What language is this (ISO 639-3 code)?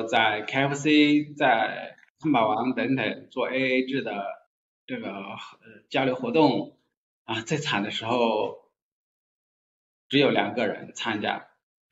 zho